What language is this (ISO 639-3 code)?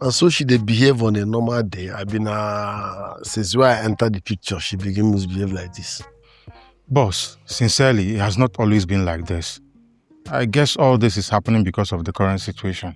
pcm